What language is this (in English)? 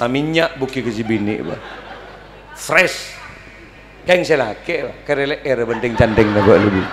Madurese